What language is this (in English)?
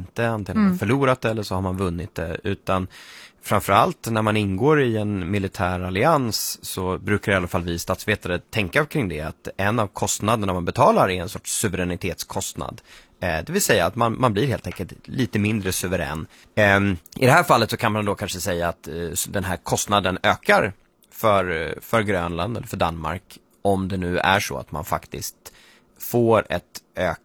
Swedish